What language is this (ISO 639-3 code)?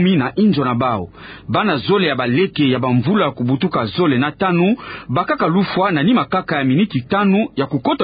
ktu